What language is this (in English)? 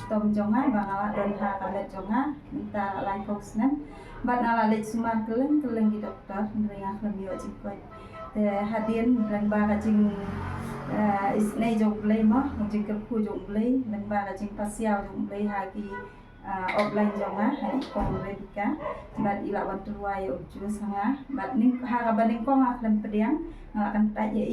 Khasi